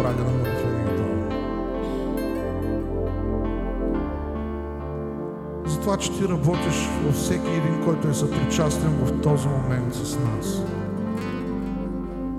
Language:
Bulgarian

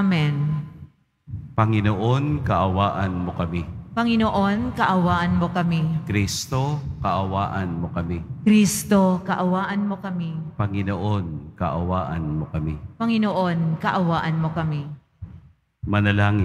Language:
Filipino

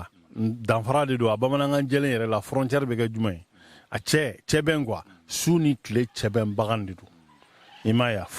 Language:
Bambara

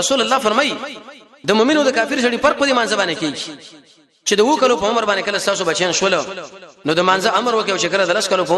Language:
Pashto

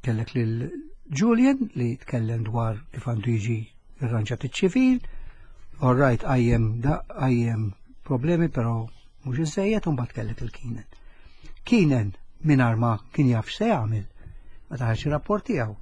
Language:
Maltese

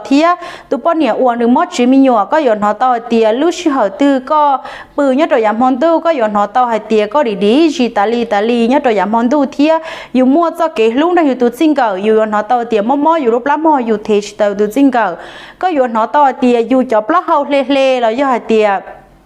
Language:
Hmong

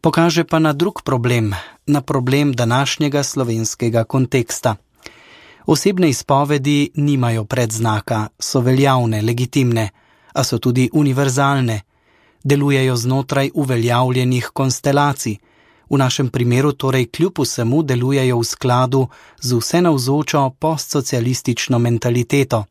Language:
Slovenian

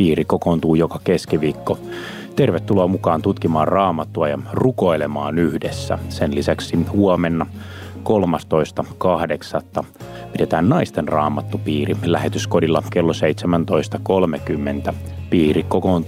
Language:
Finnish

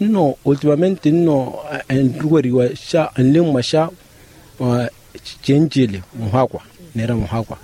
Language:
Makhuwa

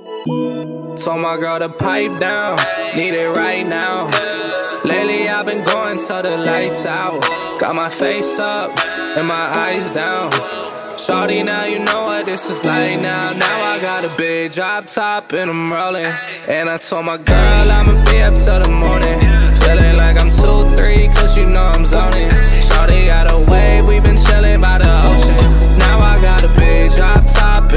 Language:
English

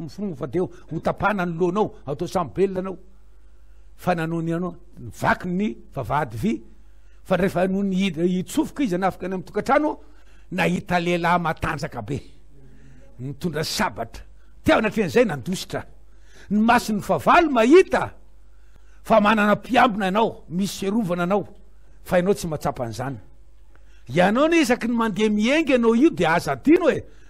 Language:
Malagasy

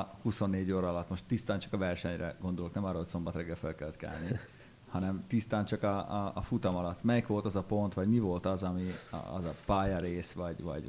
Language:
Hungarian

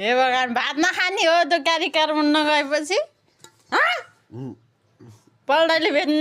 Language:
Nepali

